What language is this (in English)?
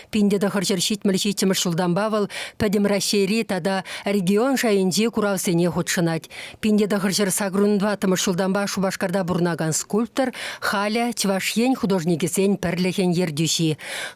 Chuvash